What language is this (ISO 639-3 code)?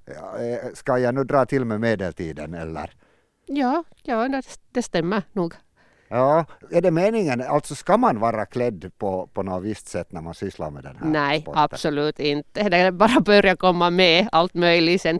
swe